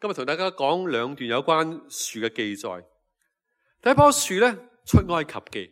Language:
Cantonese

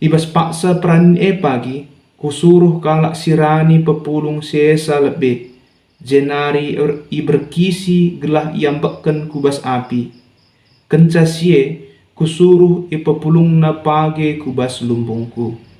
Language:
Batak Karo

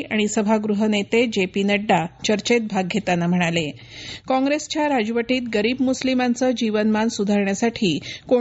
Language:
Marathi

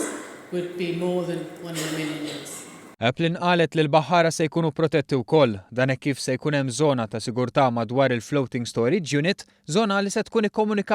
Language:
Maltese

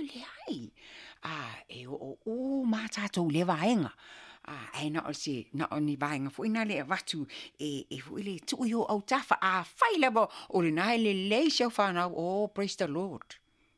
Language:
Samoan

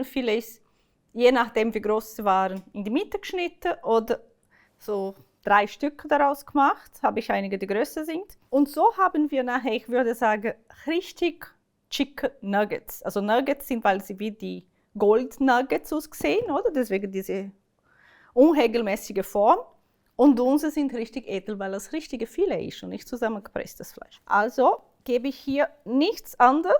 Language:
Swiss German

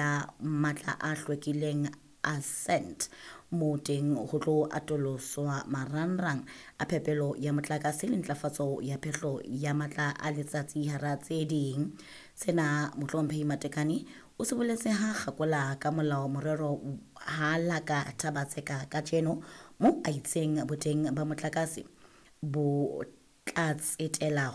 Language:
Southern Sotho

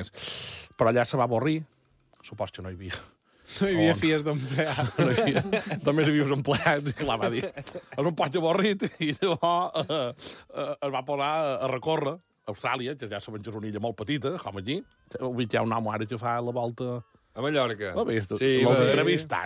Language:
Catalan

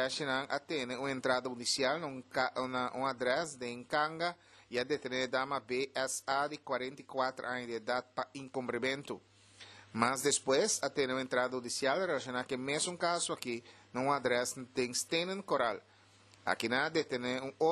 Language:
Papiamento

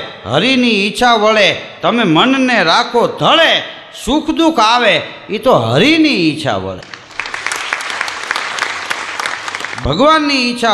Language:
Gujarati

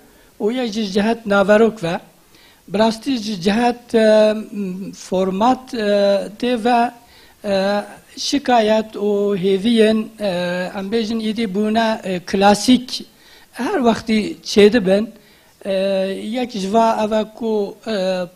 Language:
Kurdish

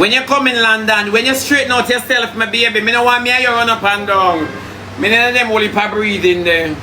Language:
Jamaican Creole English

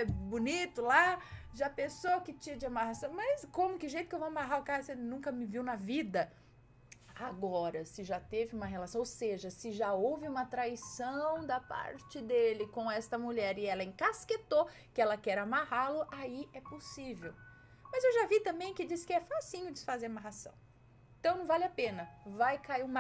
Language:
Portuguese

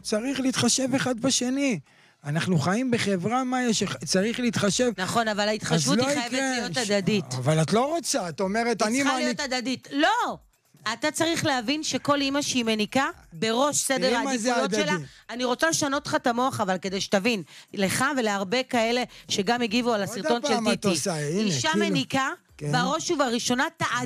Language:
Hebrew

